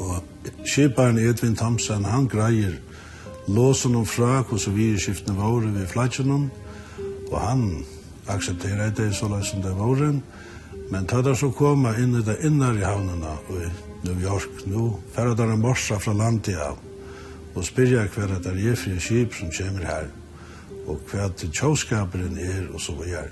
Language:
Faroese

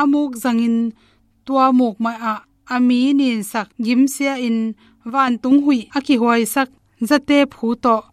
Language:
Tedim Chin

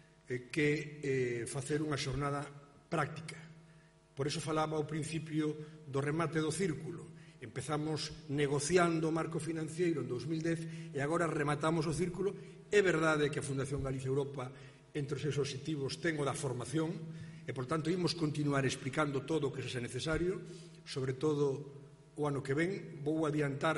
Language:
Galician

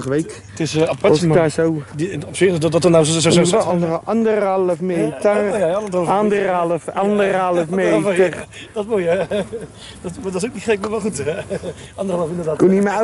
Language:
Dutch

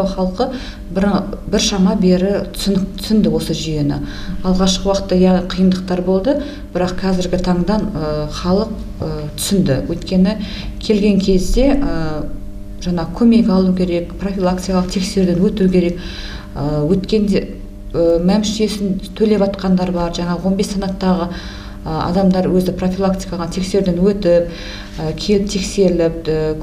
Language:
Kazakh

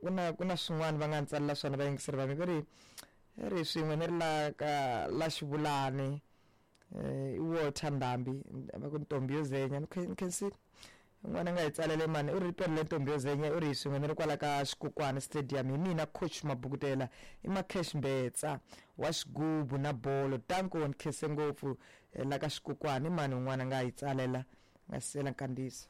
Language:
Tsonga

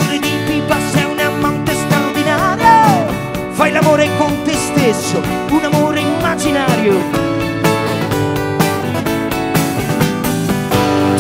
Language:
Italian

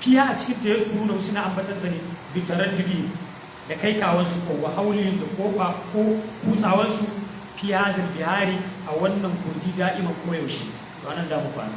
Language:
Hausa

